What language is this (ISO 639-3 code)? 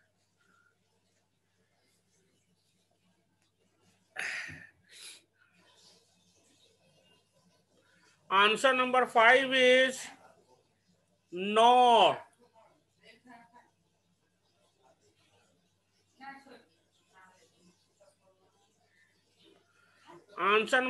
eng